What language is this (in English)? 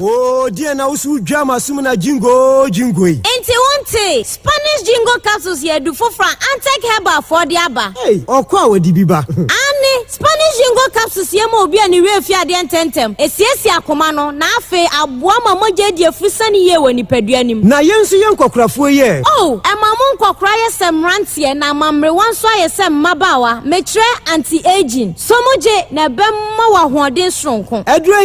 Akan